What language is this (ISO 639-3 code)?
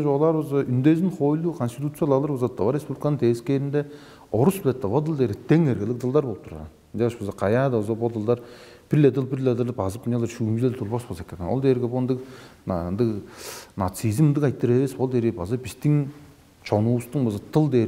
tyv